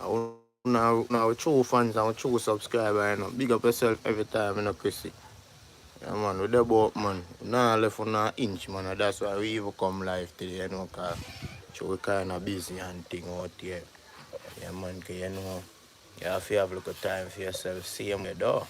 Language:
Jamaican Creole English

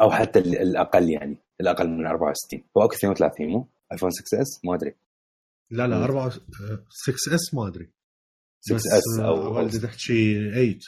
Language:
Mesopotamian Arabic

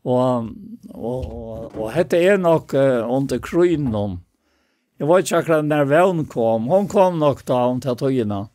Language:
Faroese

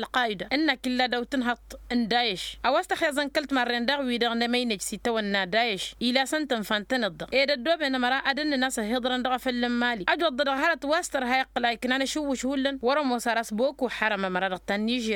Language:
Tamasheq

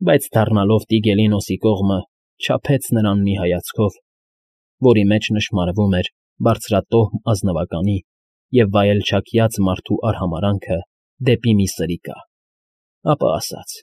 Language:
Armenian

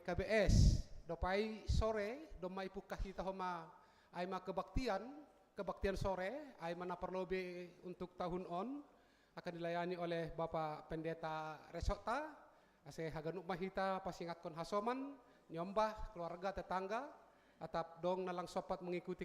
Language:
Batak Simalungun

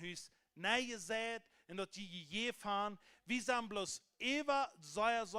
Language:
Plautdietsch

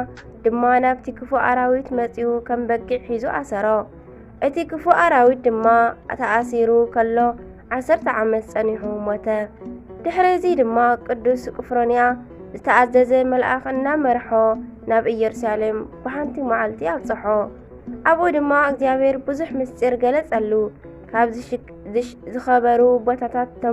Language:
Tigrinya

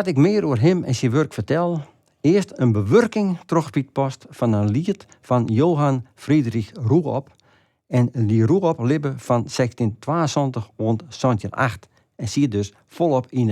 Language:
Western Frisian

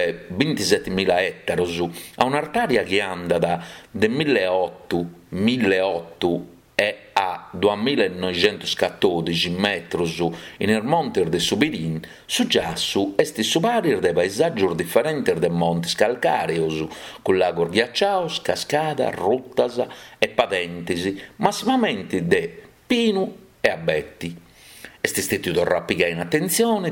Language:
Sardinian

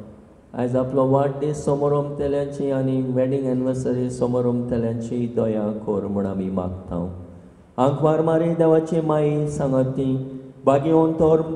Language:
Konkani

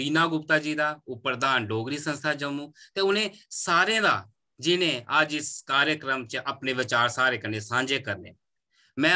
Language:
Dogri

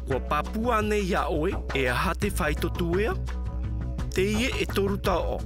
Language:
Tahitian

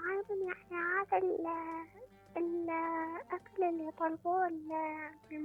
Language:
Mesopotamian Arabic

